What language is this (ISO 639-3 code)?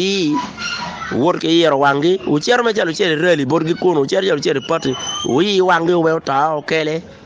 ach